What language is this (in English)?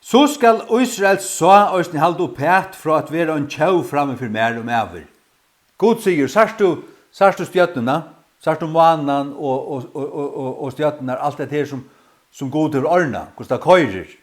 Faroese